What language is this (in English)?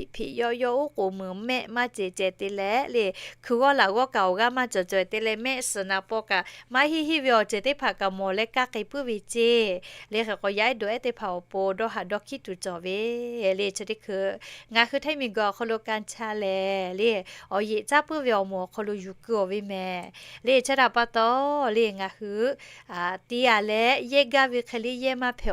Lahu